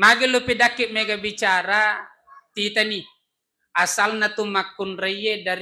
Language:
Buginese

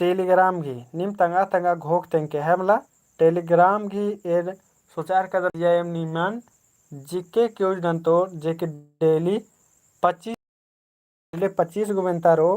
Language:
Kurukh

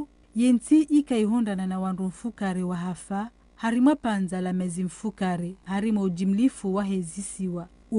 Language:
Ngazidja Comorian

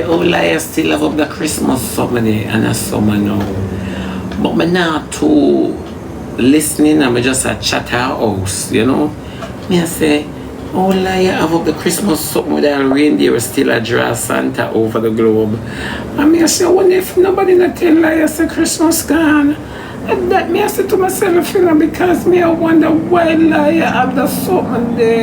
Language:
Jamaican Creole English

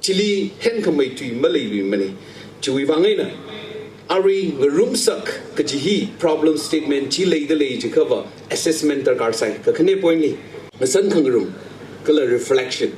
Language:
Tangkhul Naga (India)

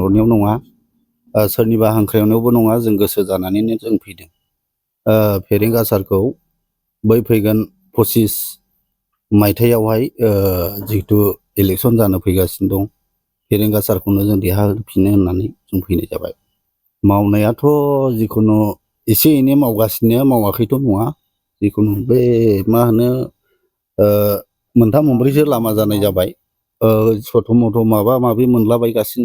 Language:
Bodo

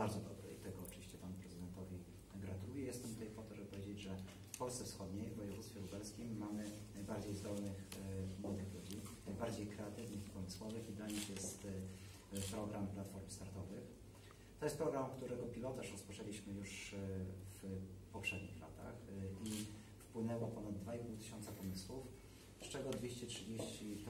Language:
Polish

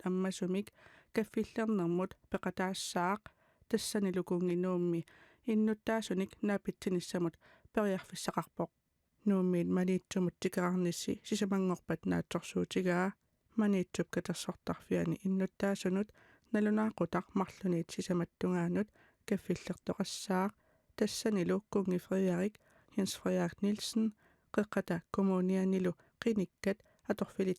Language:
Kalaallisut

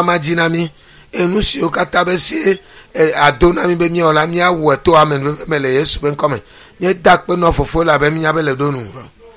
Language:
Ewe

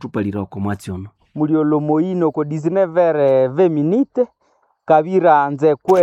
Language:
Nande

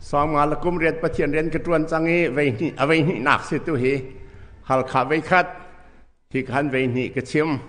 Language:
Hakha Chin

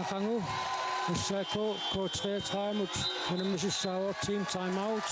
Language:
Kalaallisut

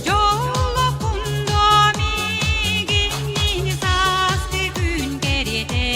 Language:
Yakut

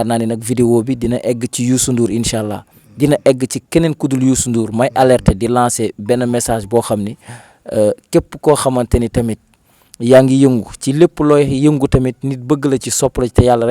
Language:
Wolof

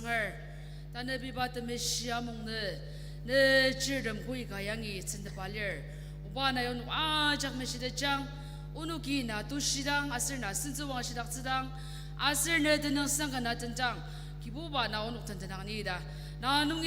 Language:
Ao Naga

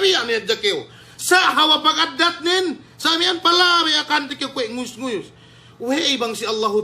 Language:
Yakan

